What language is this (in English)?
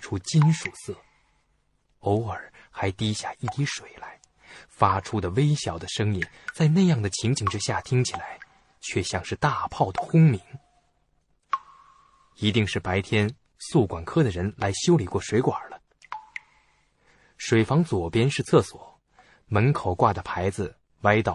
Chinese